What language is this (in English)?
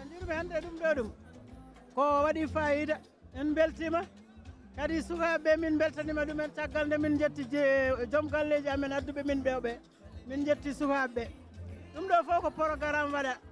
Fula